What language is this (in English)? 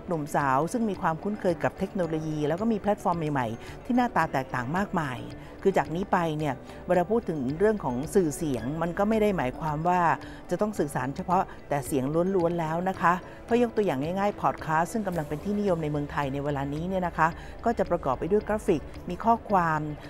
Thai